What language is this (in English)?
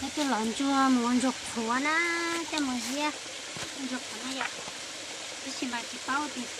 Hmong